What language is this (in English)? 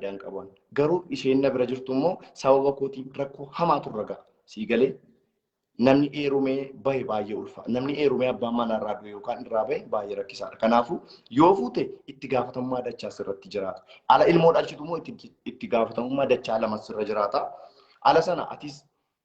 Oromo